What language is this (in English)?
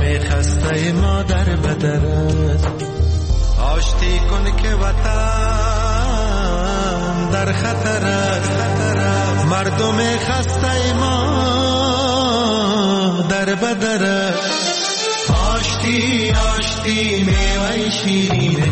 Persian